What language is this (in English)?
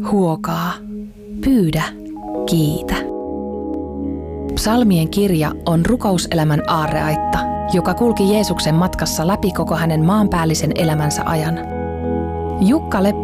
Finnish